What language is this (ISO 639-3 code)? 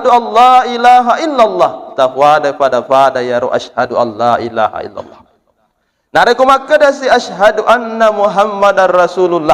bug